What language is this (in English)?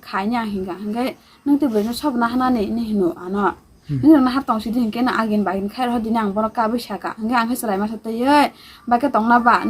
Kok Borok